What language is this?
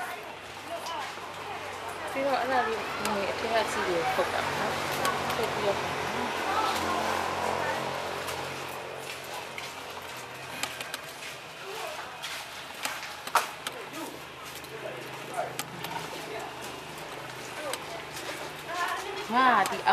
Burmese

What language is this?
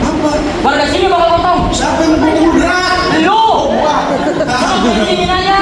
Betawi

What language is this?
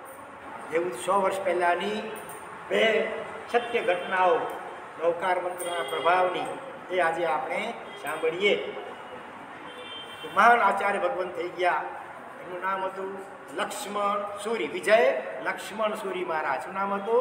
Gujarati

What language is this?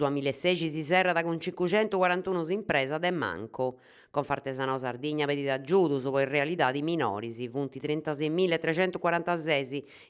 Sardinian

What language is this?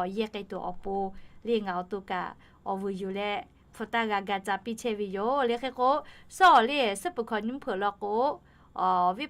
Lahu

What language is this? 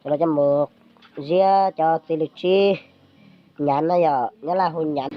Hmong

